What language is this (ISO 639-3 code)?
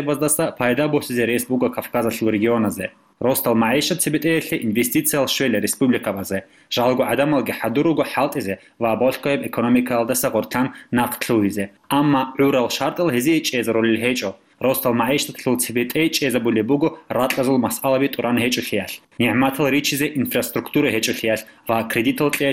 ava